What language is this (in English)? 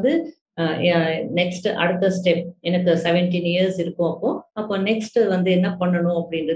Tamil